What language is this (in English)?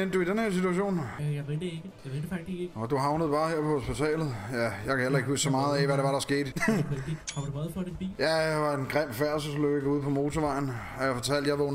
Danish